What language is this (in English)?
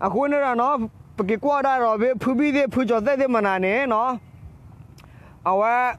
S'gaw Karen